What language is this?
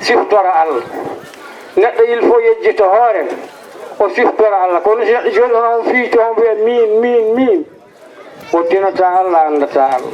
Fula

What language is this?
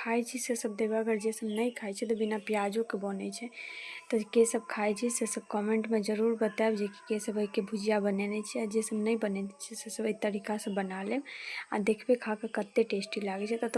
Maithili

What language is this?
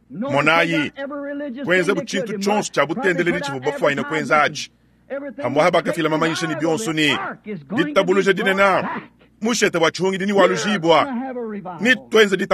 Luba-Lulua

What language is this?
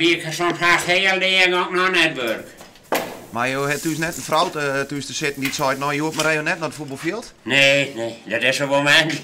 Western Frisian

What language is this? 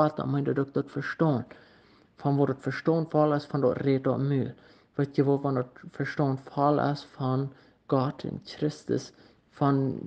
Plautdietsch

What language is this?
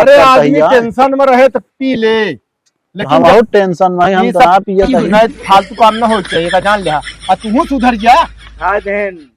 Awadhi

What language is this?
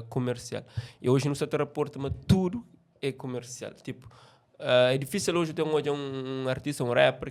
Kabuverdianu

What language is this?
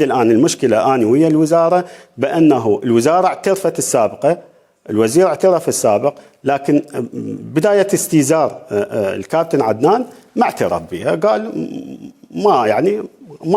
Mesopotamian Arabic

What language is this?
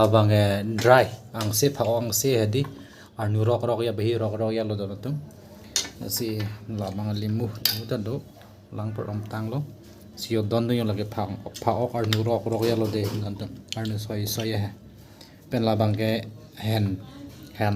Karbi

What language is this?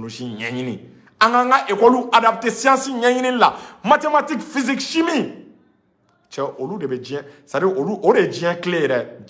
Bambara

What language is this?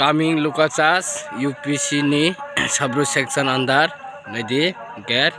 Kok Borok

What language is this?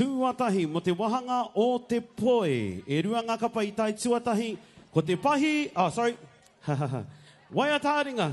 Māori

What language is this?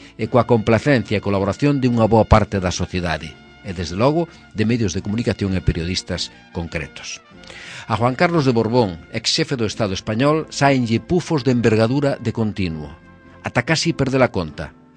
Galician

